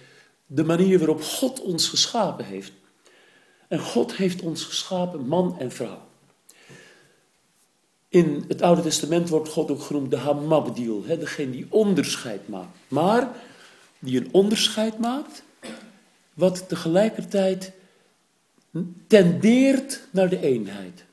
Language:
Dutch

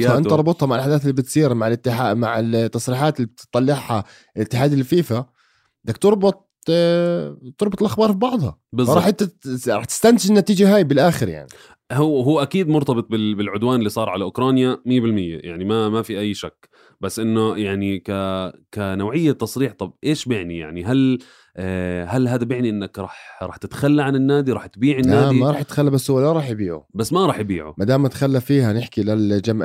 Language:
North Levantine Arabic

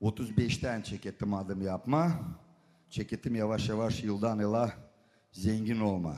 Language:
Gagauz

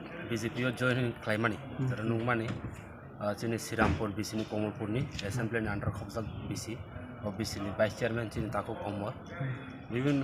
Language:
Kok Borok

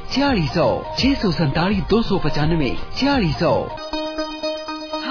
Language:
Punjabi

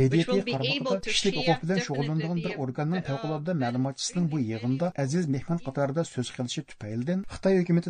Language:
Uyghur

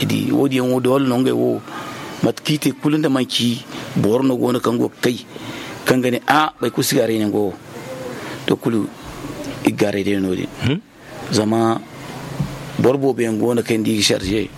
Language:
Zarma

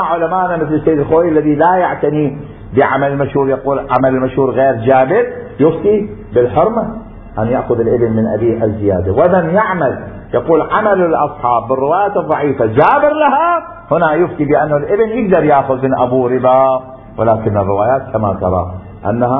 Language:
Mesopotamian Arabic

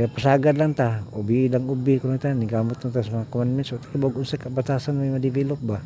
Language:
Cebuano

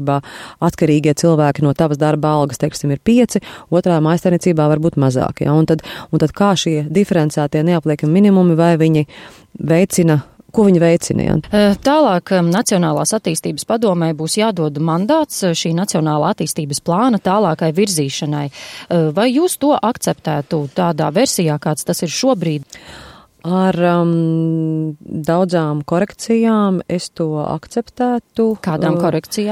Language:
Latvian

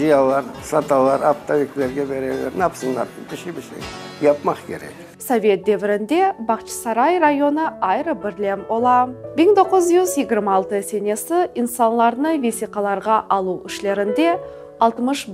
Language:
Crimean Tatar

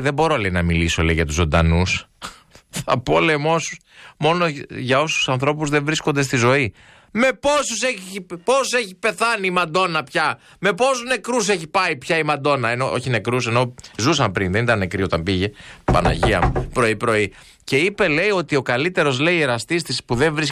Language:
Greek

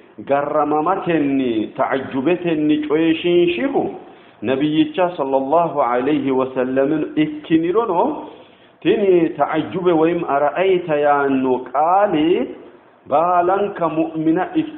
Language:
Sidamo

